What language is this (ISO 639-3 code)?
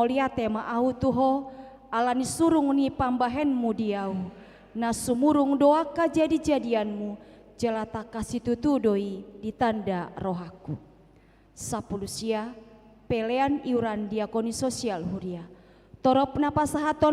bbc